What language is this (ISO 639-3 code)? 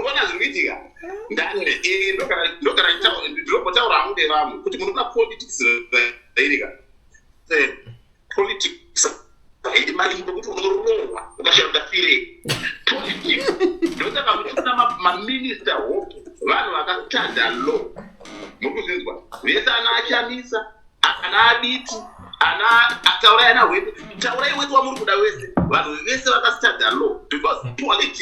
sna